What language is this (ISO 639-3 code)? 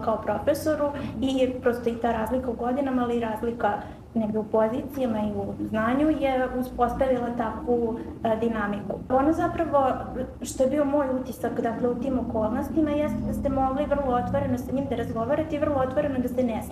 srp